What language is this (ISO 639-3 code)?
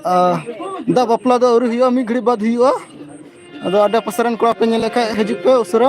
sat